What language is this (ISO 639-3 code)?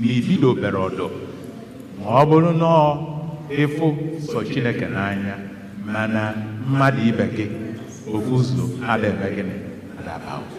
ibo